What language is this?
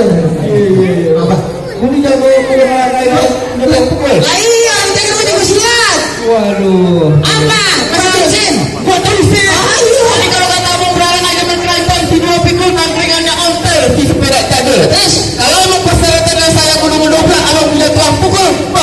Betawi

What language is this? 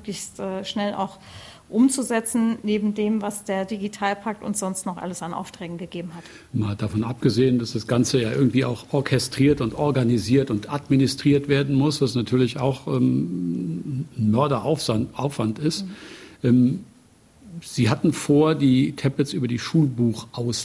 German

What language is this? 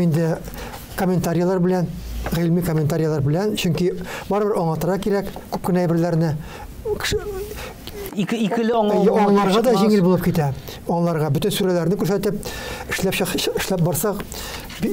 Tatar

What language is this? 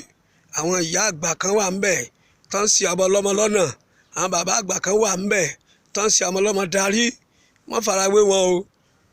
Yoruba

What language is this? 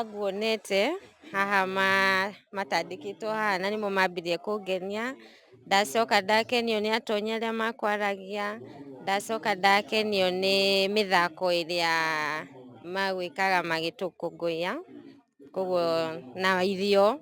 Kikuyu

